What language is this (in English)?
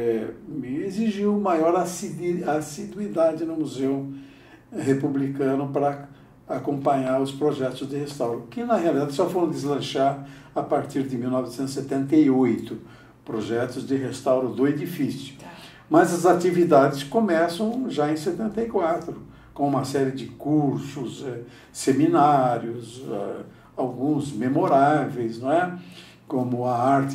Portuguese